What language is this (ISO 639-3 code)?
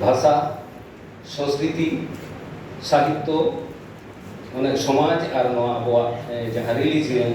sat